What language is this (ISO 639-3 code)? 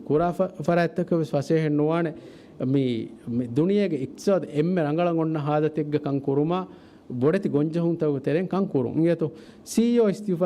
div